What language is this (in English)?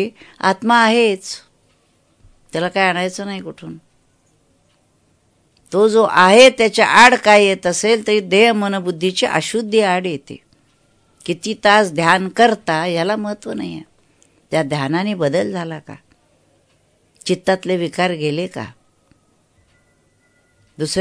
Marathi